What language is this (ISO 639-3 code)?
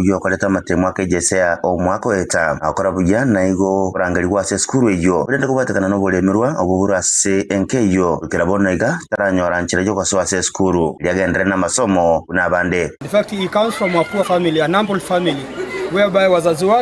guz